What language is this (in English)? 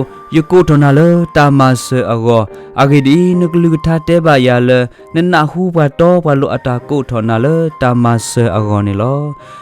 S'gaw Karen